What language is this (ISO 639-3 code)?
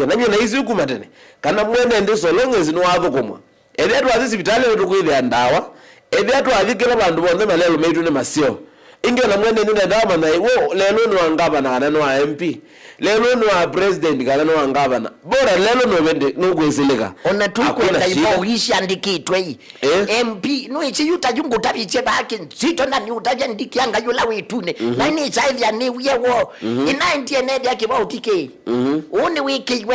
kam